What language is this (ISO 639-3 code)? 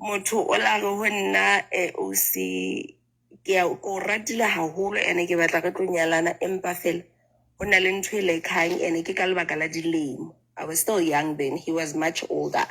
sot